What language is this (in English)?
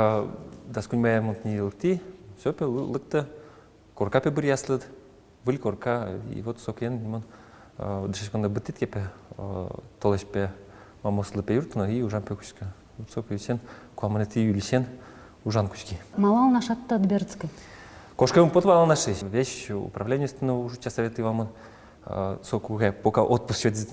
Udmurt